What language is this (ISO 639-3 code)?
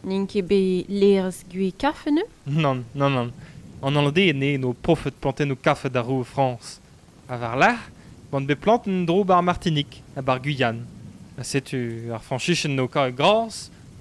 bre